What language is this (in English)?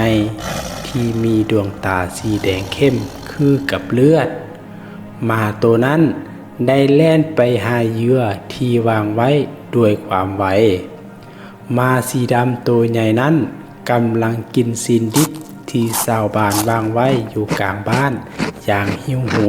Lao